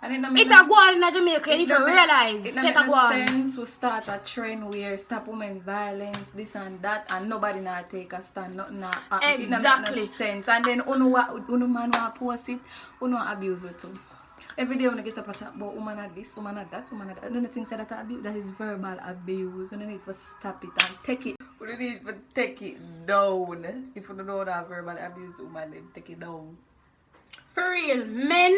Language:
Jamaican Creole English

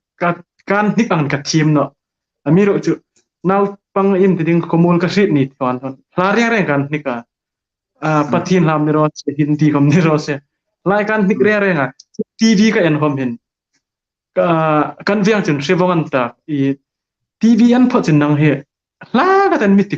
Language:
Hmar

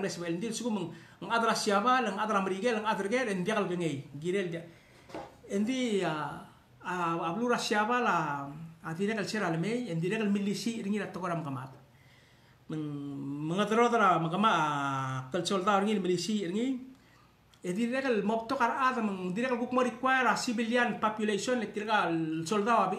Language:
Palauan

